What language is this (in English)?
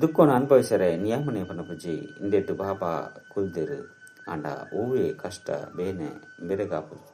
Tulu